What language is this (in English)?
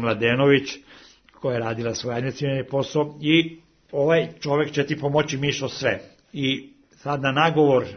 Serbian